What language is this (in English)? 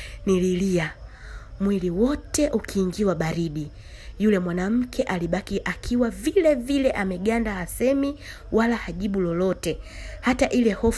Swahili